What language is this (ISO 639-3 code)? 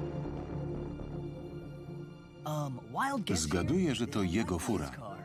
pol